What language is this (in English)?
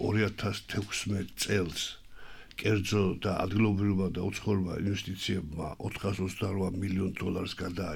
Georgian